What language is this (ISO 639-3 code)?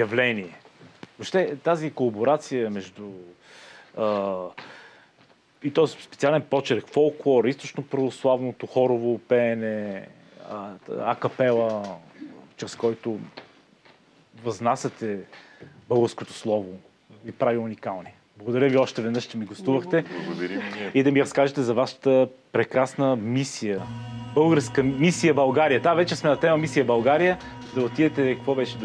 bul